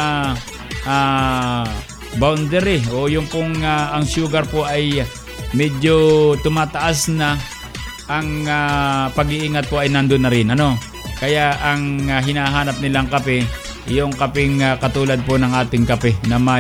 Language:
Filipino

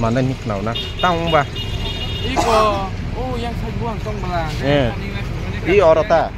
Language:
Kok Borok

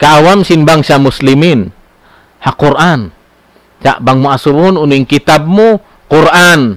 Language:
Tausug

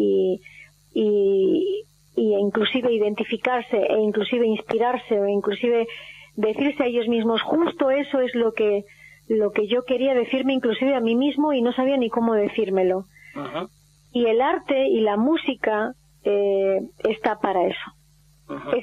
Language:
Spanish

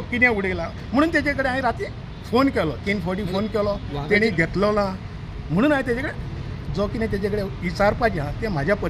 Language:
Konkani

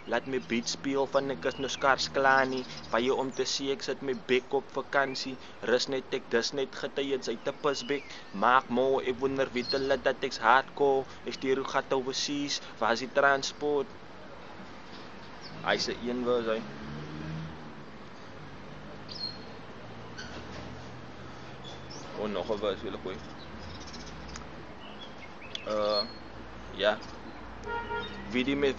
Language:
Afrikaans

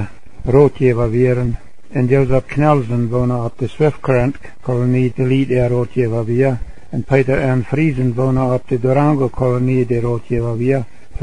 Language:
Plautdietsch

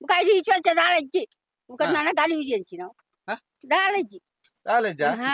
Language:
Tulu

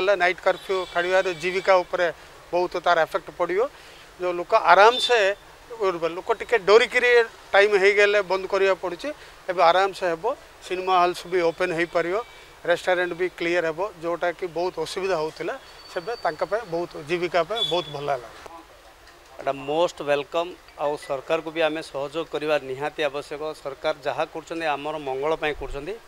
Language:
Odia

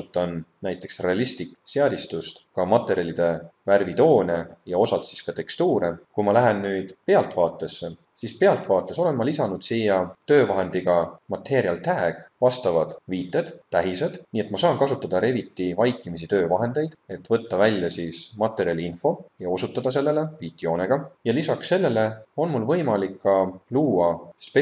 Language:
Estonian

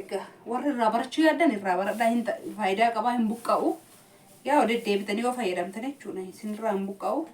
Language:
Oromo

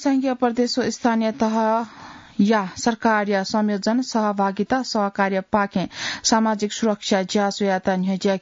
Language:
Newari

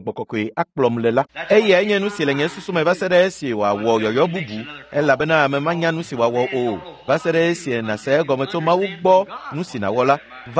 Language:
Ewe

